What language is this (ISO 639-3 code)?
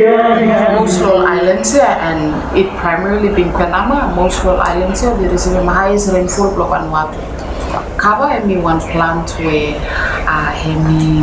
bis